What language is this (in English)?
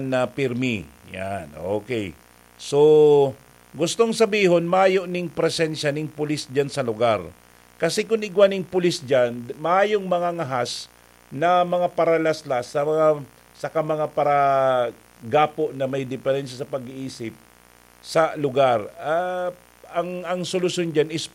Bikol